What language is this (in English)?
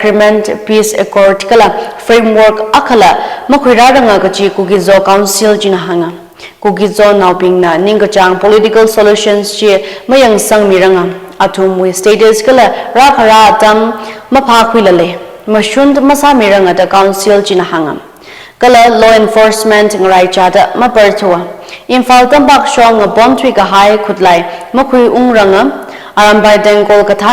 Tangkhul Naga (India)